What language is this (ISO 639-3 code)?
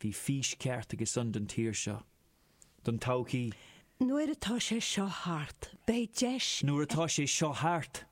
gle